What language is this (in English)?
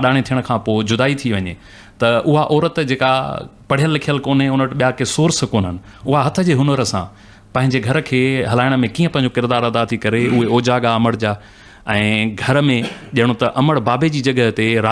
Sindhi